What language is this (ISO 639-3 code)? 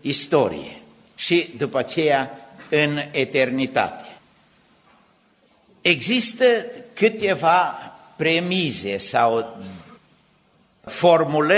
ron